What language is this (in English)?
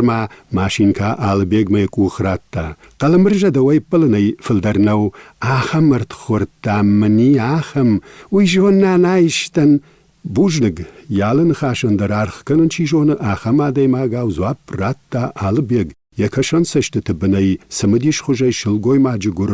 Ossetic